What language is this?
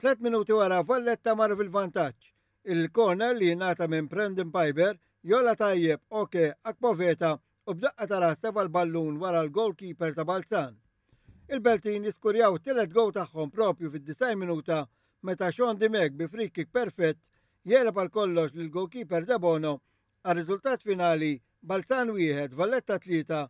Maltese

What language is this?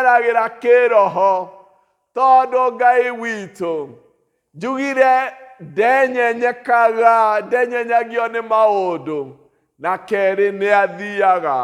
Kikuyu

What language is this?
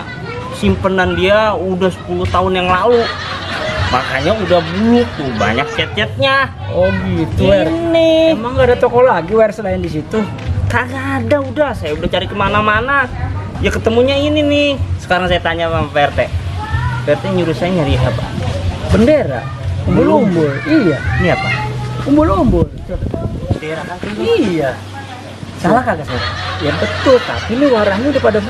Betawi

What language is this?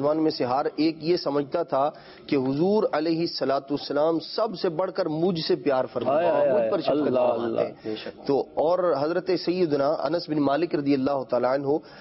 Urdu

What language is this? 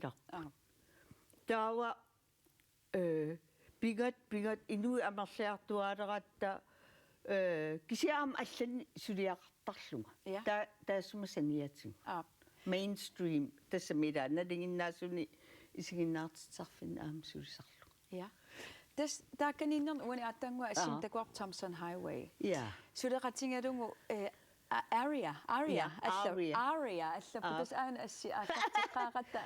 Kalaallisut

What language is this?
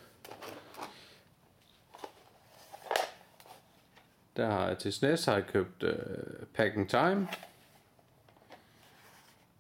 Danish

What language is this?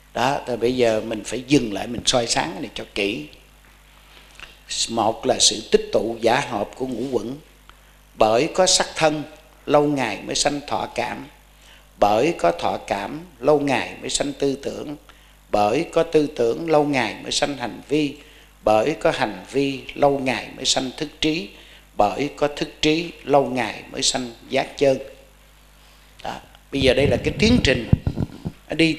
Vietnamese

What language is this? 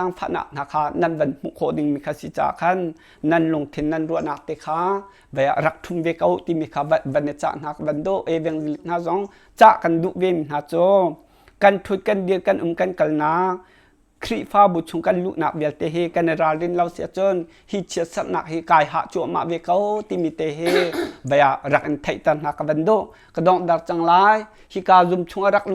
Hakha Chin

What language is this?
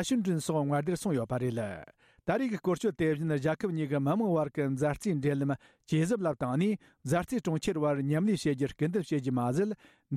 Tibetan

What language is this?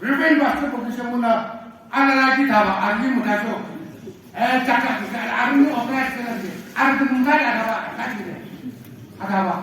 Naga Pidgin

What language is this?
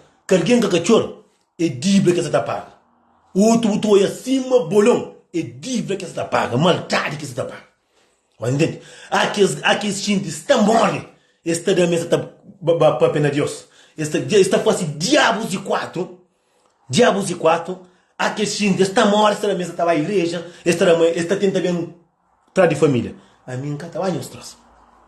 Kabuverdianu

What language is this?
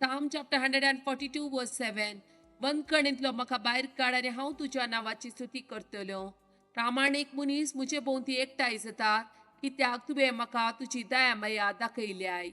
Konkani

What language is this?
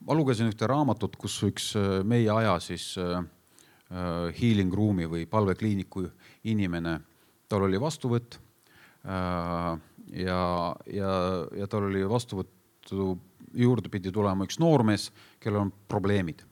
Estonian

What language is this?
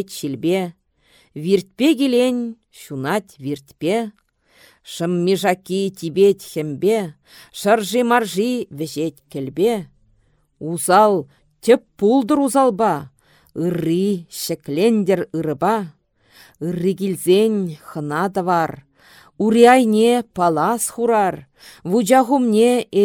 Chuvash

